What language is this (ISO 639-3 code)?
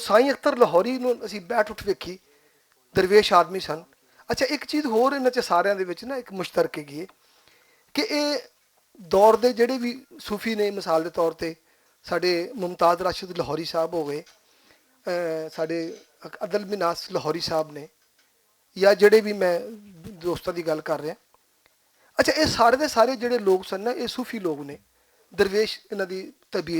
lah